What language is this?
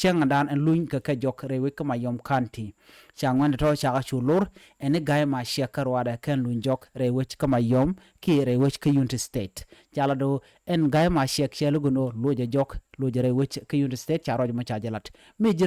Nuer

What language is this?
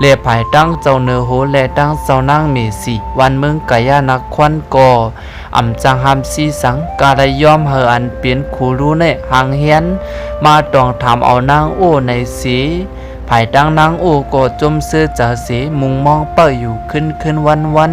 Shan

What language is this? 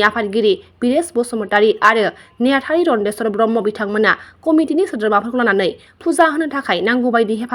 Bodo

